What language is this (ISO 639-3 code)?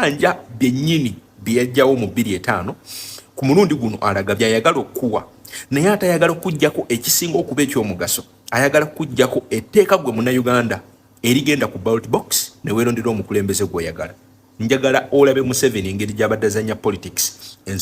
lug